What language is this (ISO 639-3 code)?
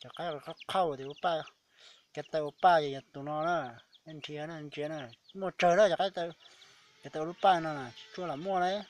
hmn